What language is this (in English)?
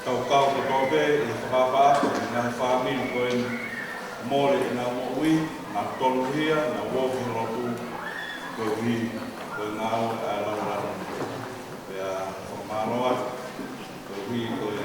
Tongan